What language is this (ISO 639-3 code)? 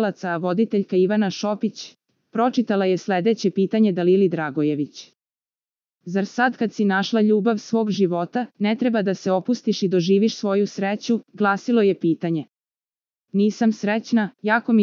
srp